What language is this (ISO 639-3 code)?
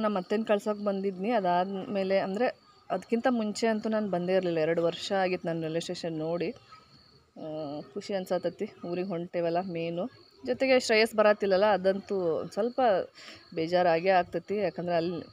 kan